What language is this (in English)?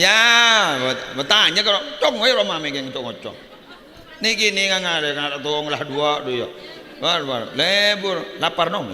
Madurese